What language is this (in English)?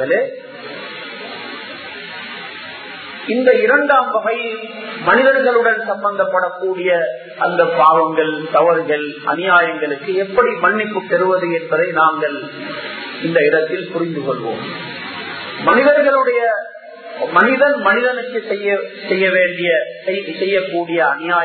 Tamil